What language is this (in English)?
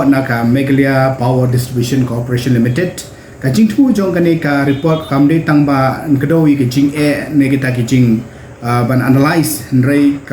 Khasi